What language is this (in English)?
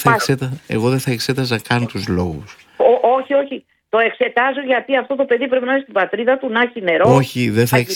Greek